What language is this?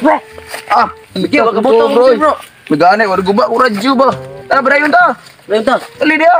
Cebuano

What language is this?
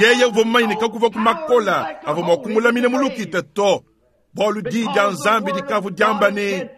Luba-Lulua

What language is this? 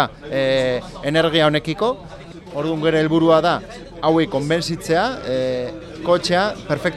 Basque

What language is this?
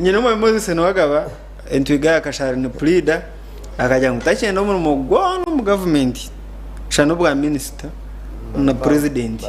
Nyankole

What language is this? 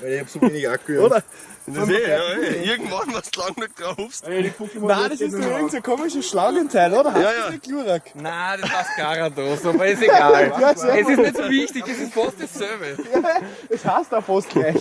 Bavarian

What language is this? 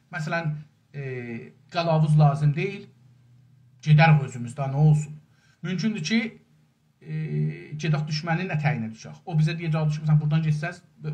South Azerbaijani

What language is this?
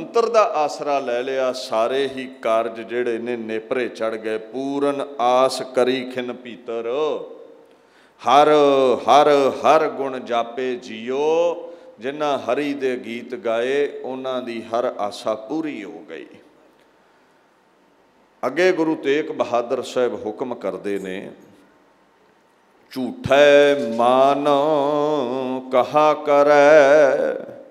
Punjabi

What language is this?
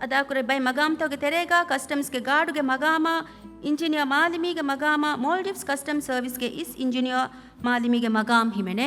Divehi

